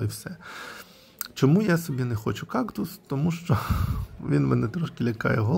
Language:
Ukrainian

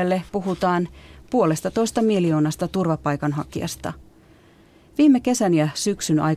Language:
Finnish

